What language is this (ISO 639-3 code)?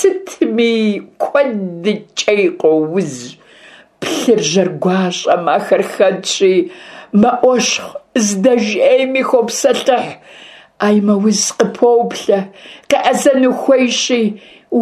kbd